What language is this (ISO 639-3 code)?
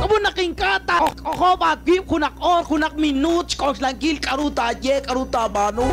kek